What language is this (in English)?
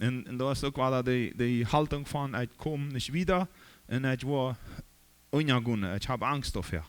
Plautdietsch